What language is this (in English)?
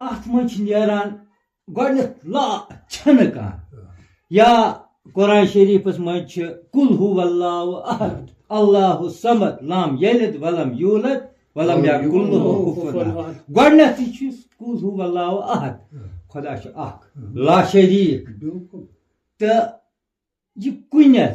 Kashmiri